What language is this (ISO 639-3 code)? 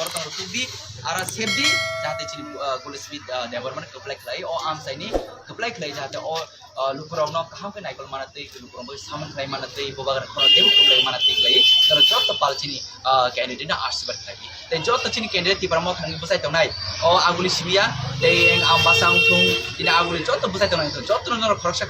trp